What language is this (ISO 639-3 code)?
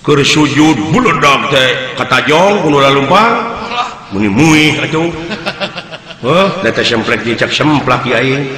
sun